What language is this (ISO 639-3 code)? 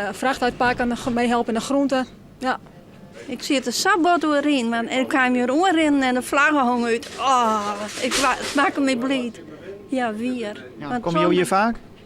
fry